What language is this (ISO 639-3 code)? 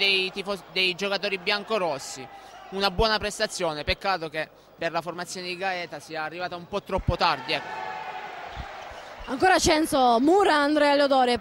ita